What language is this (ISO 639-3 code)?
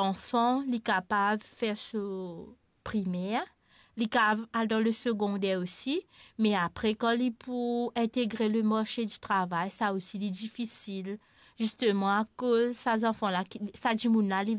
mfe